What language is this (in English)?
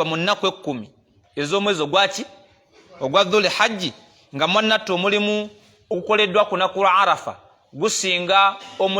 Ganda